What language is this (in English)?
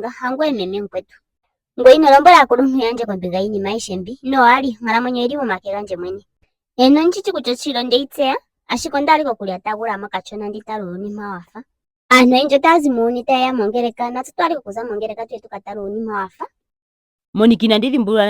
Ndonga